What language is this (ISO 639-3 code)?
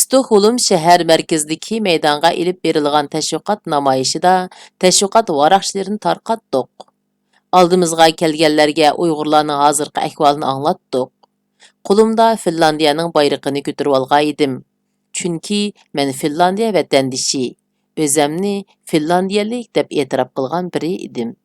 uig